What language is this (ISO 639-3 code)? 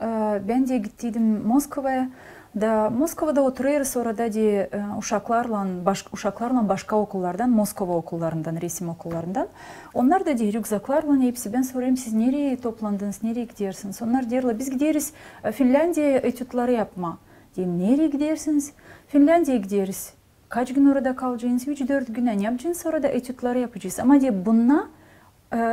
gag